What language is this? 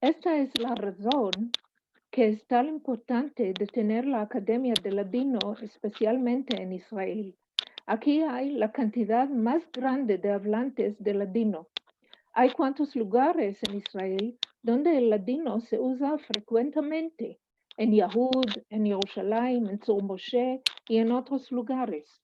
Ladino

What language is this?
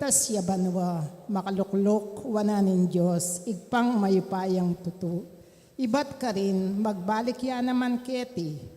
Pampanga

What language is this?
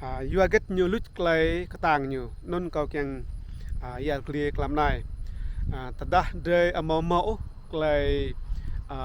Rade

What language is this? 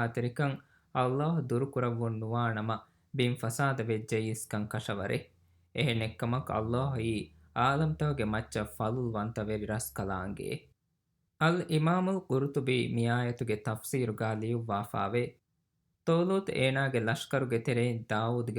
Divehi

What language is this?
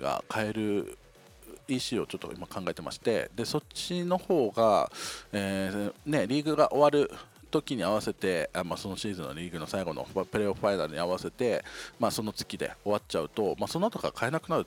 Japanese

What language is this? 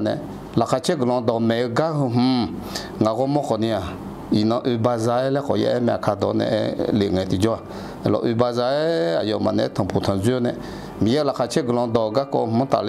Akha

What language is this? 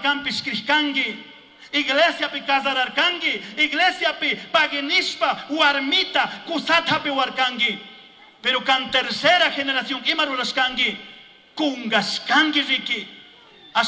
Chimborazo Highland Quichua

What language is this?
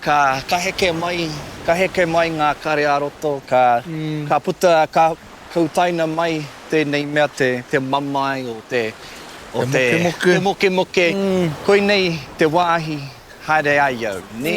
Māori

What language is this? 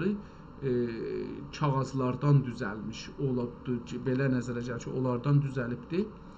South Azerbaijani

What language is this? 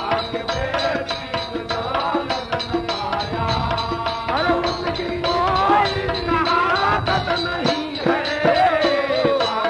Bhojpuri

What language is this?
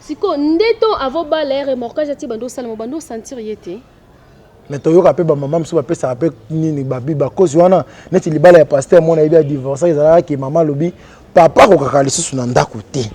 Lingala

